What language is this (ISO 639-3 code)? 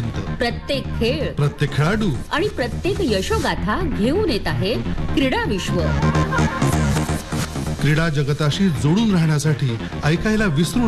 mar